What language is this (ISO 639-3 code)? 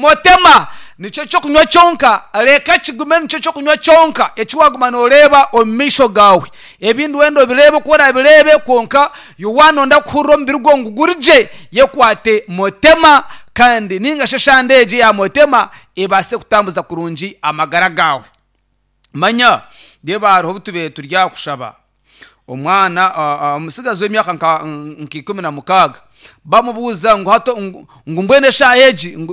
nyn